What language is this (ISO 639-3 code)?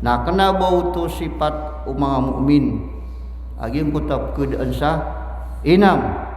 mrw